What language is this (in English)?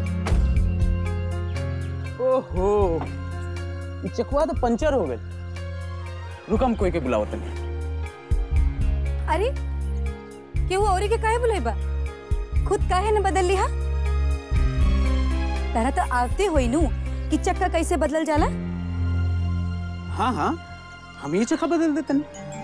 Bhojpuri